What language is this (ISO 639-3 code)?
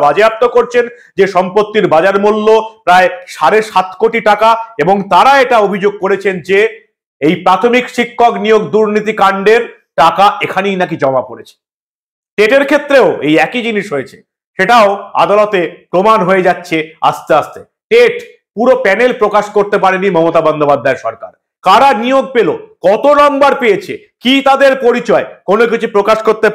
ben